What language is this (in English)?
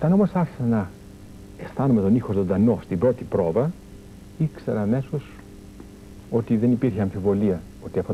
Greek